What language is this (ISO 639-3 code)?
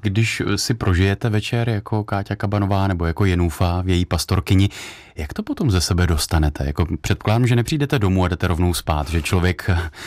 ces